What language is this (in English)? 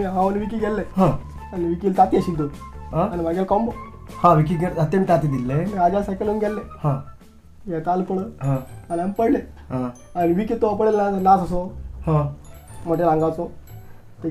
Konkani